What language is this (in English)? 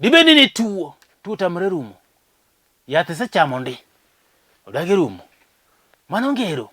Luo (Kenya and Tanzania)